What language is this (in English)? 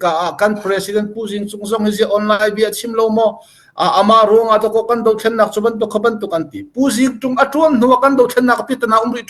Hakha Chin